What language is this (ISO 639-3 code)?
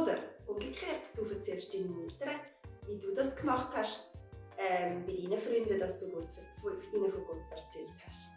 gsw